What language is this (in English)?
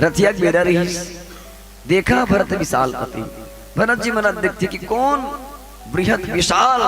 Chhattisgarhi